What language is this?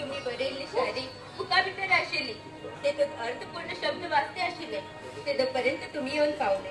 Konkani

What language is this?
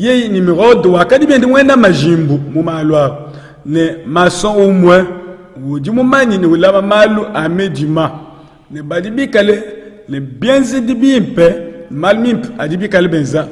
Luba-Lulua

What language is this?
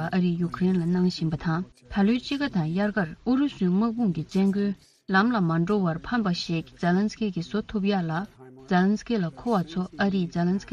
Tibetan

